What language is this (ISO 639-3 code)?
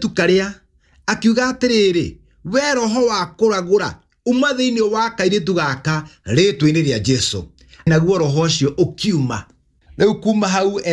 kik